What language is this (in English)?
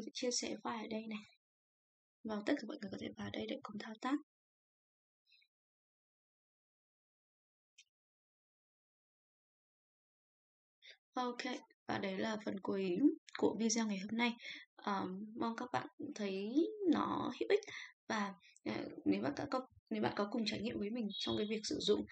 Vietnamese